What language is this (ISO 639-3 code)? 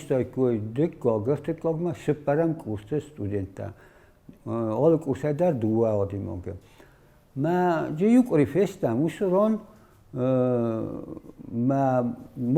oss